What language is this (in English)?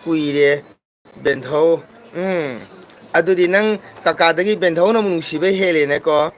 Manipuri